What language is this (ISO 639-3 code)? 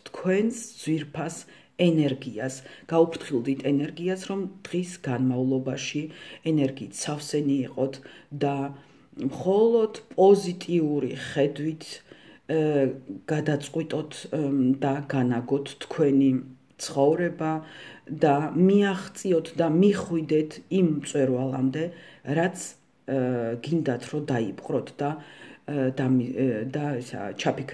kat